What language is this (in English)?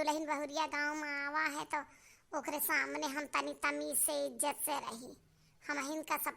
Awadhi